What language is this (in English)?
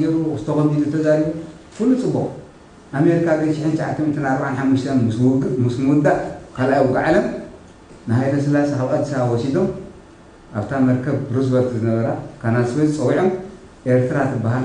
Tigrinya